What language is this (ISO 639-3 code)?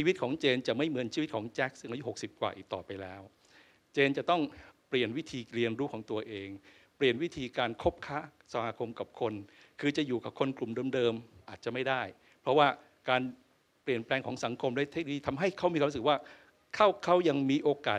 tha